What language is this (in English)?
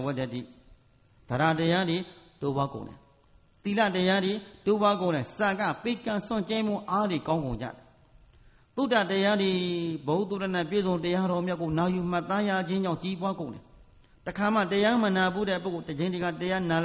Burmese